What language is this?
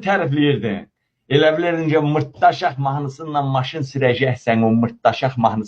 Azerbaijani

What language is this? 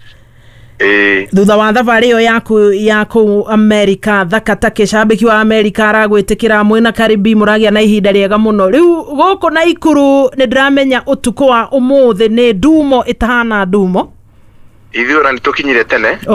Kikuyu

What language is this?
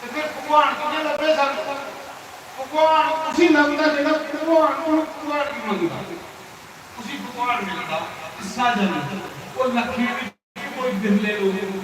Dogri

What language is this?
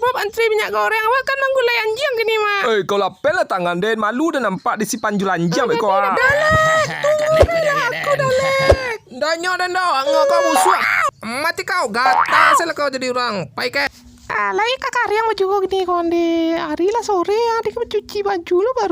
Minangkabau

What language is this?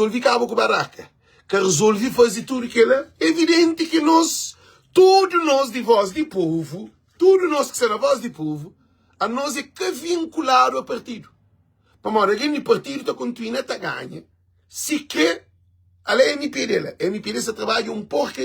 Kabuverdianu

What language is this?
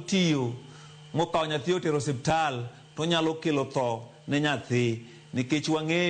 Luo (Kenya and Tanzania)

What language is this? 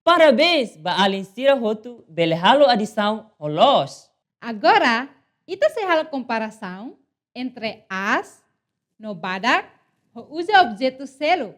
Tetum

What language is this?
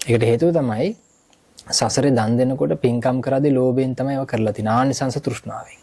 Sinhala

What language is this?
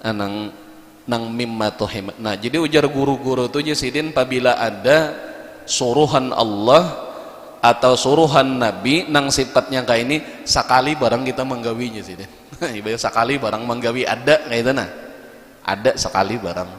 Banjar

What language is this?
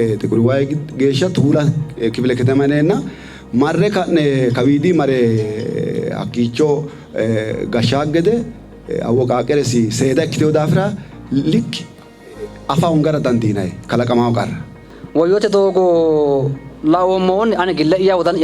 Sidamo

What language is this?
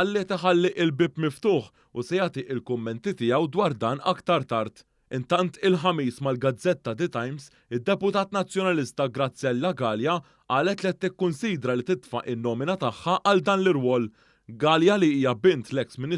Maltese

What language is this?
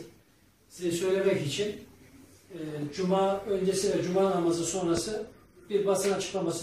Turkish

